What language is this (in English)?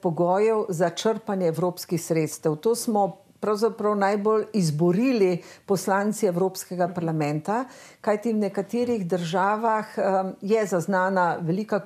Slovenian